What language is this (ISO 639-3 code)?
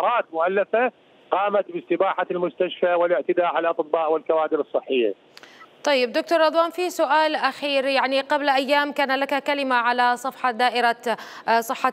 acm